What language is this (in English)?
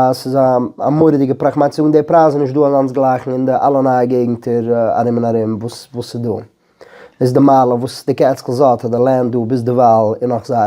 Yiddish